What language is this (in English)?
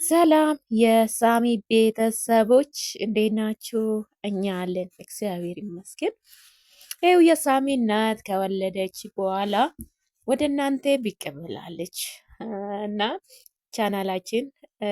Amharic